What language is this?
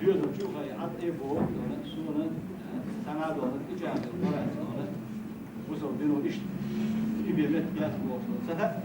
Chechen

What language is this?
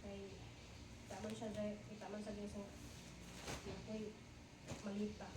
Cebuano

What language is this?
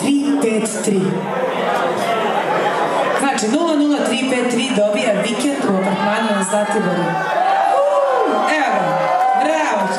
Serbian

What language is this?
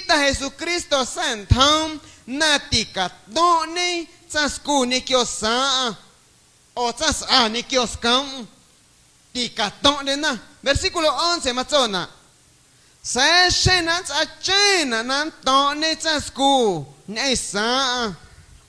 Guerrero Amuzgo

